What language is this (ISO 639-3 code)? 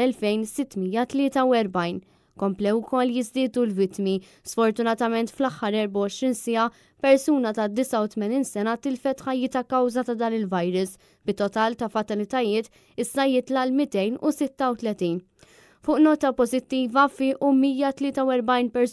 mlt